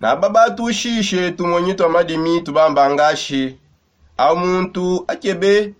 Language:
Songe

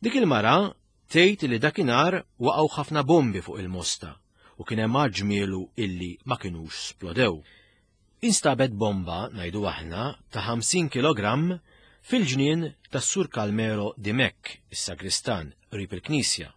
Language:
Maltese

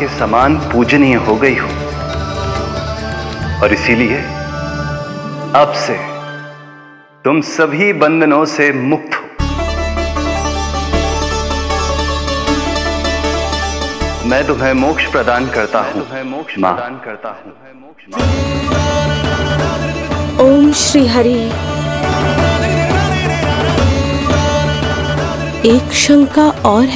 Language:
Hindi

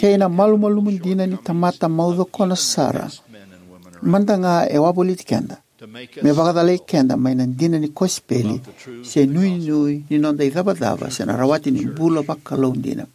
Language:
Fijian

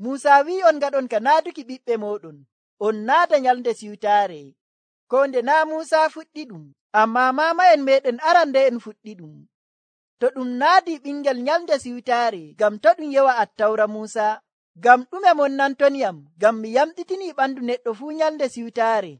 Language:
Nigerian Fulfulde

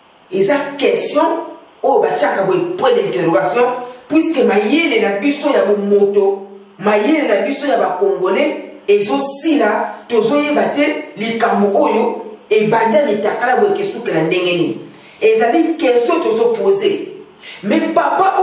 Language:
Lingala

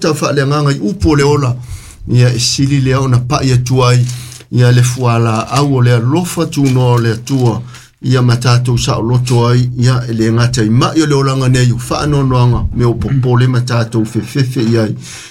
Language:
Samoan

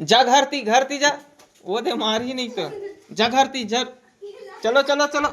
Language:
Chhattisgarhi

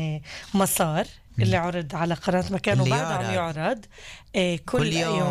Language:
North Levantine Arabic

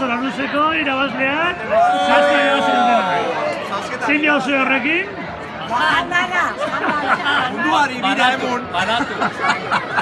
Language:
Basque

